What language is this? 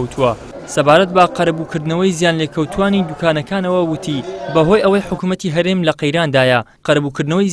Central Kurdish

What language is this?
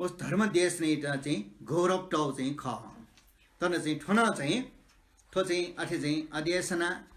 Newari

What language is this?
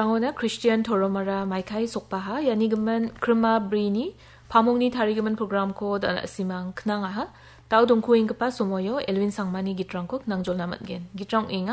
Garo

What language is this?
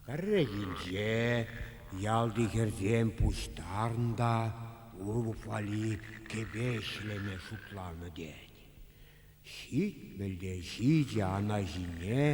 Chuvash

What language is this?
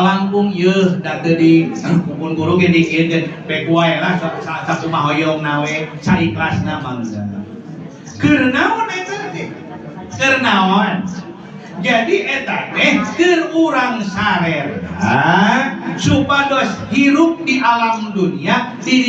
Sundanese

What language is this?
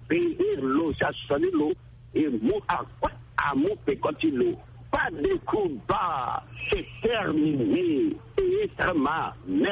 Sango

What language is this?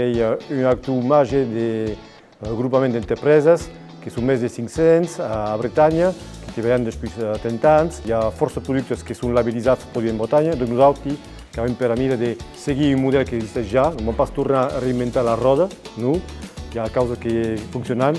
Occitan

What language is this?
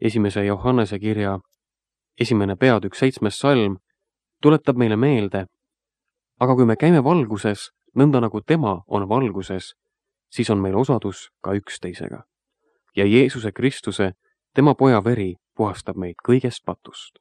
Estonian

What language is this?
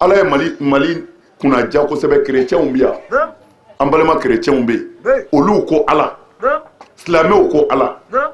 Bambara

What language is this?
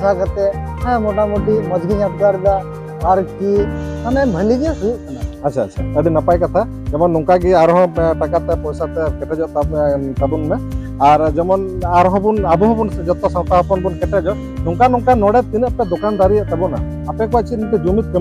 Santali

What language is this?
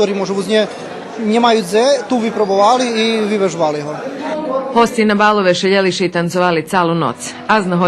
Rusyn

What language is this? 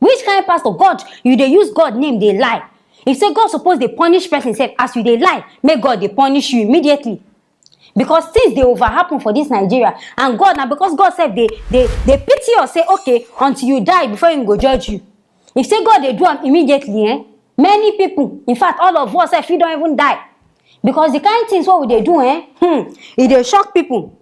Nigerian Pidgin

